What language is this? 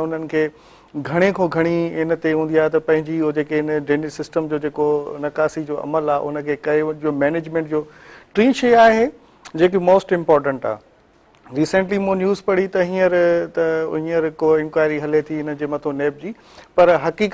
Sindhi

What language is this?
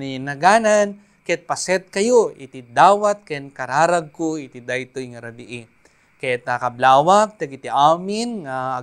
Iloko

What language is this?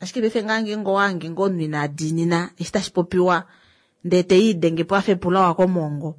Kuanyama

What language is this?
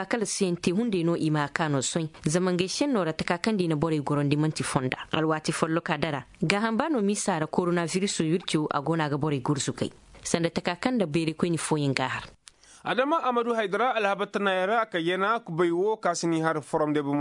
Koyraboro Senni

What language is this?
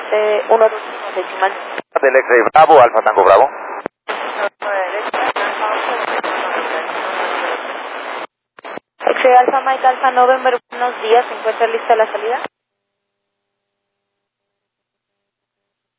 Spanish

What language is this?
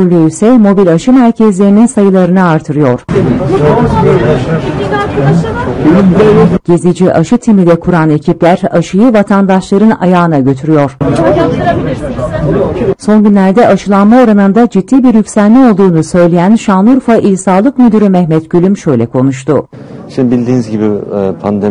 Turkish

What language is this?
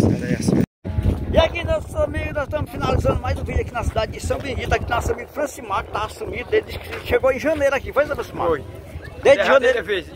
Portuguese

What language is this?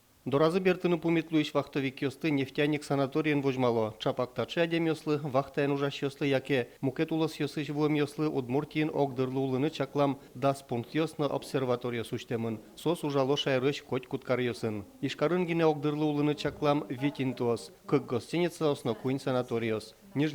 Udmurt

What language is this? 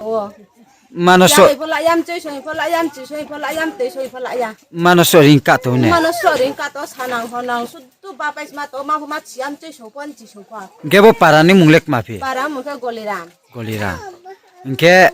Riang (India)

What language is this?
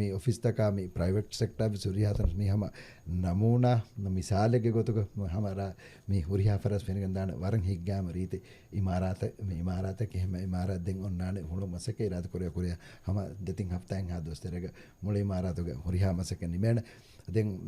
Divehi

